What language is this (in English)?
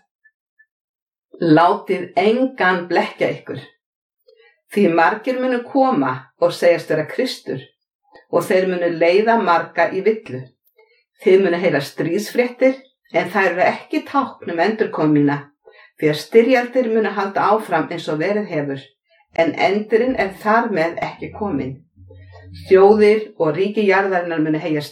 Icelandic